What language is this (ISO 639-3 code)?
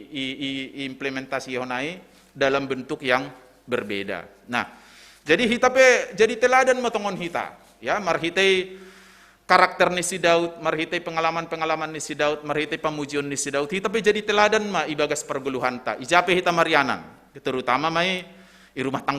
bts